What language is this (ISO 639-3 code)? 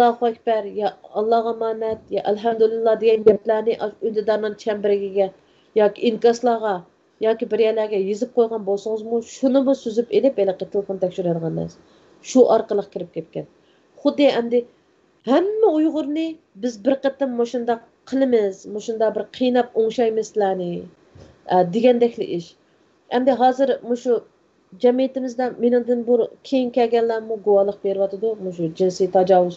uig